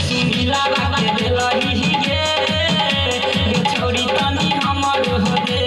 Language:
Maithili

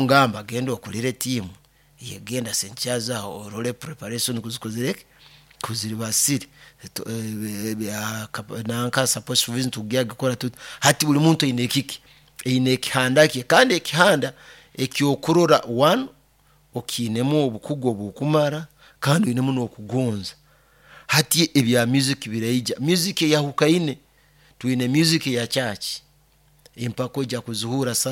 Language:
Nyoro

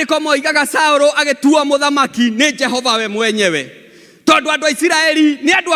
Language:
Kikuyu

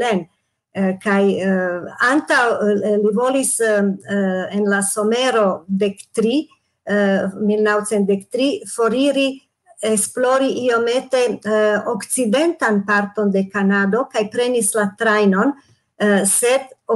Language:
Esperanto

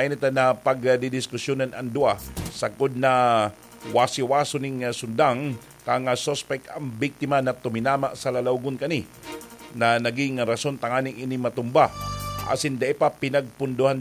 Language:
Bikol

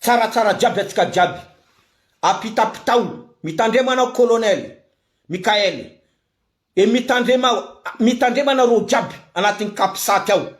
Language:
Malagasy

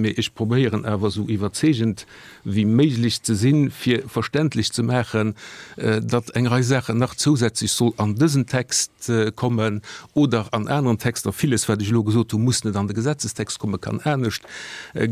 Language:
Luxembourgish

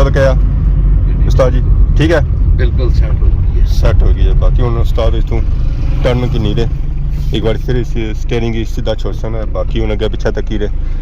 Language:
Pahari-Potwari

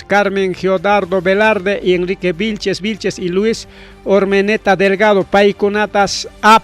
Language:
Ayacucho Quechua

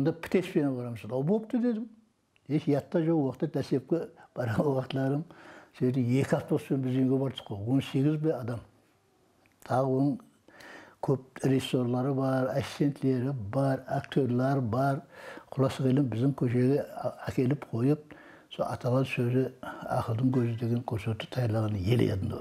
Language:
Kara-Kalpak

